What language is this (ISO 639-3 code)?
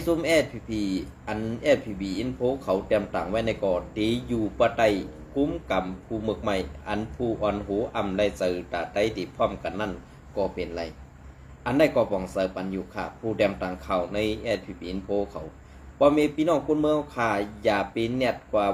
shn